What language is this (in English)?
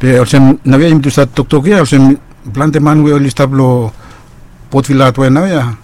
Bislama